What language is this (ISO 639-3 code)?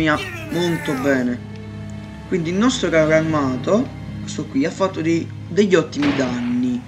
ita